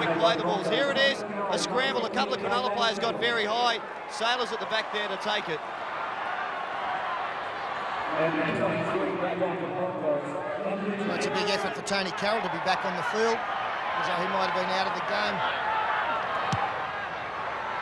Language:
English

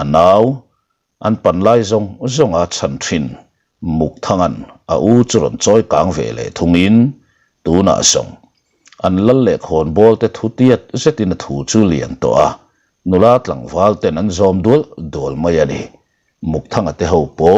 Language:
Mizo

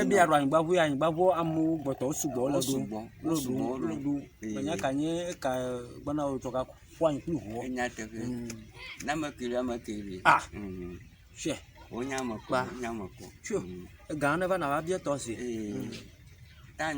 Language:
Ewe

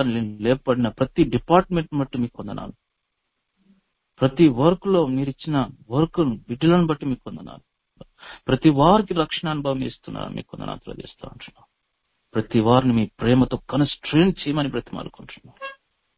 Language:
Telugu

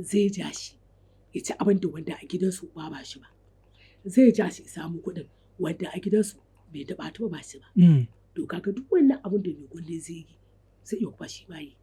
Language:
Hausa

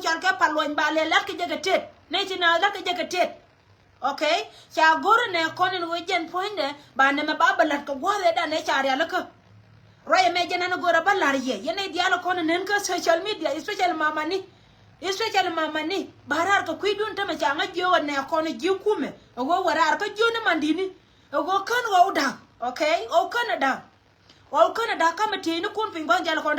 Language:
Nuer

